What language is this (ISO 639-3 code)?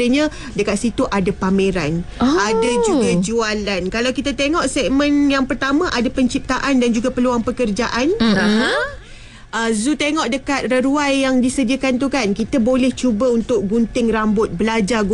msa